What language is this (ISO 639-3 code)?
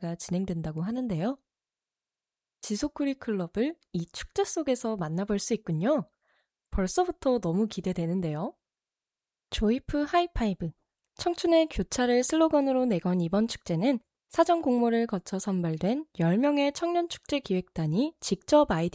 kor